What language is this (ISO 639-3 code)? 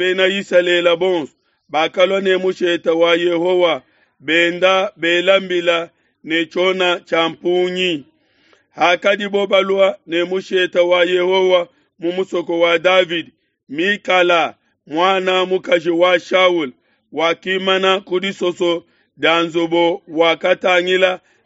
lua